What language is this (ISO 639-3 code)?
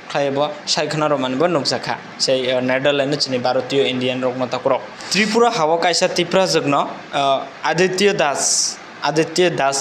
trp